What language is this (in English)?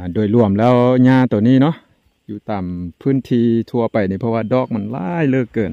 Lao